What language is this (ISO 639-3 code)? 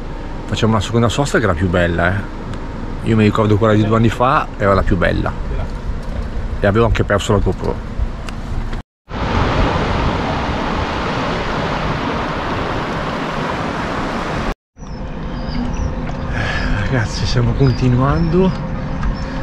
ita